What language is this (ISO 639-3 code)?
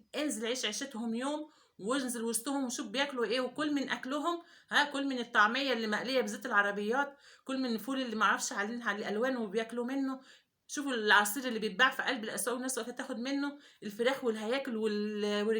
arz